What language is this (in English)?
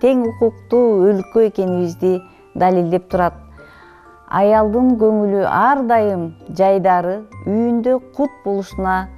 Kyrgyz